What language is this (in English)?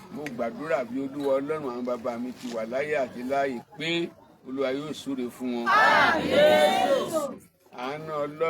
Yoruba